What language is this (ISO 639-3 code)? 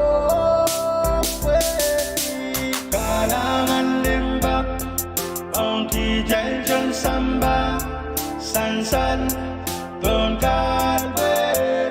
pon